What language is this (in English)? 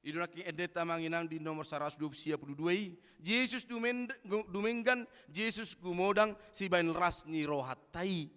Batak Toba